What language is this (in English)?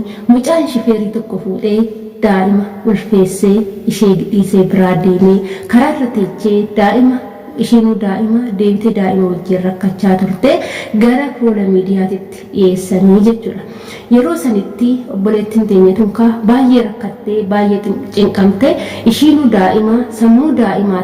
Oromo